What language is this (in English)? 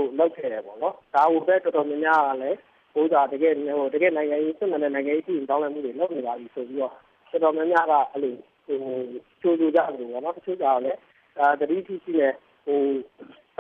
Burmese